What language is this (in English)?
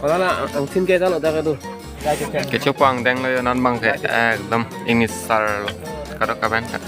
Karbi